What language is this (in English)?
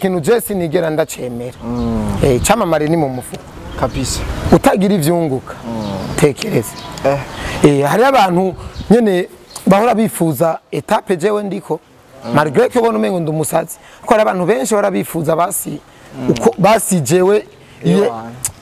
Rundi